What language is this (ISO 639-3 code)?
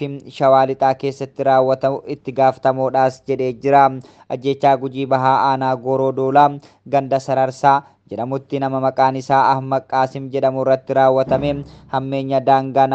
orm